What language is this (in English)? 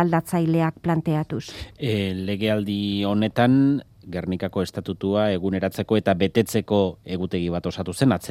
Basque